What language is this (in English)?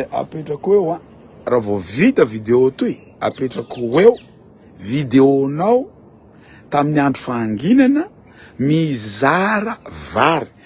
Malagasy